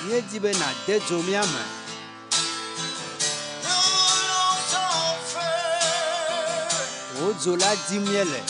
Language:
Ewe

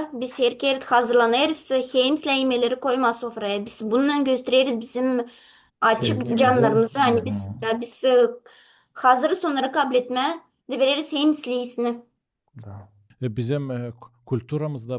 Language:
Gagauz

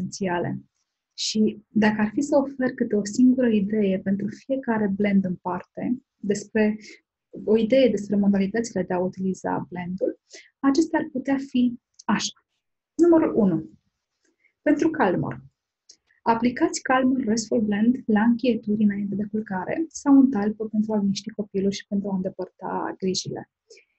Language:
Romanian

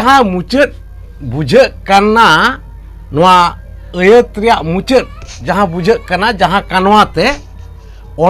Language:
Santali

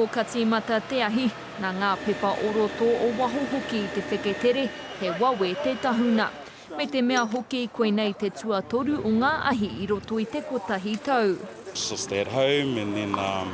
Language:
Māori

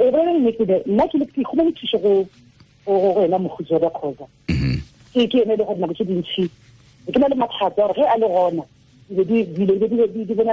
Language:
Tswana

